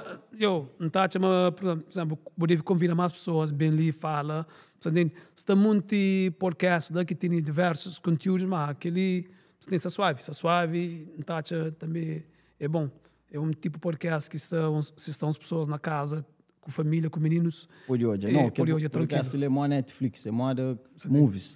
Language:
Kabuverdianu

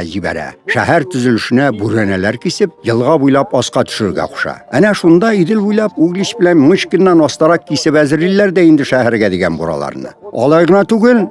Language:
Tatar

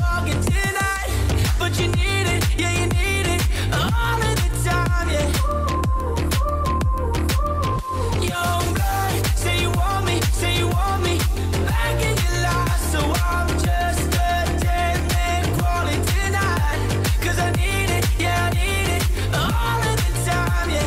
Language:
English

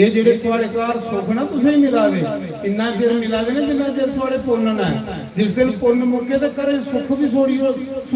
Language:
Dogri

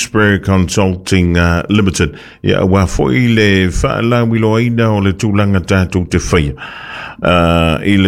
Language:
Samoan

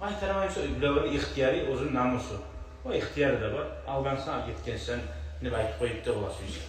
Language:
Kumyk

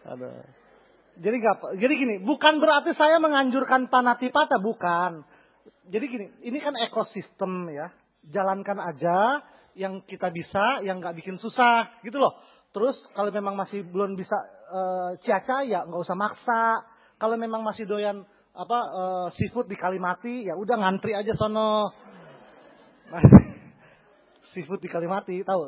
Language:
Indonesian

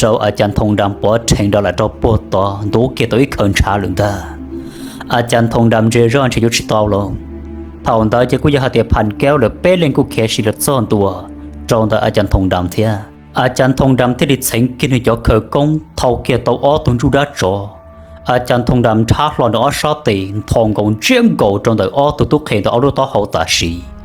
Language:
Hmong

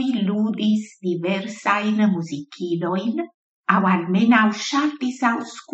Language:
Esperanto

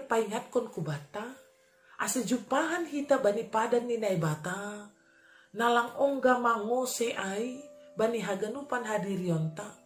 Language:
Batak Simalungun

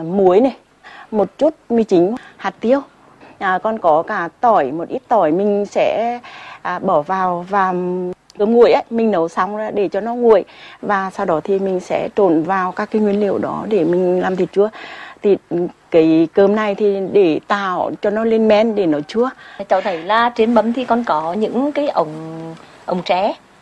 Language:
Vietnamese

